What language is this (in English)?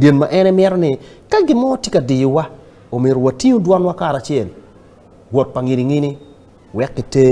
Acoli